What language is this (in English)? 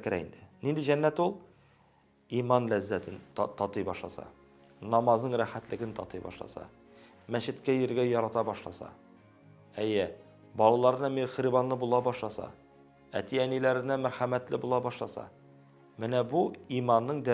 Tatar